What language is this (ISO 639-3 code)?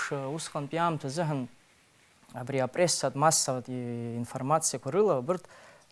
abk